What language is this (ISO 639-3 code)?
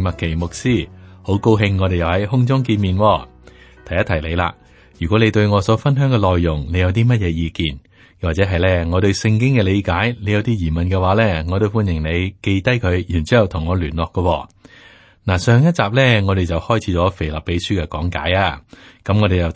yue